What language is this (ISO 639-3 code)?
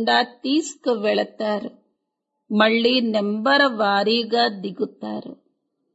tel